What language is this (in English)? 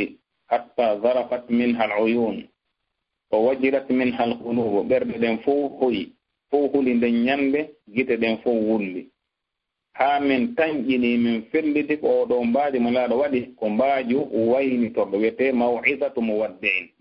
Fula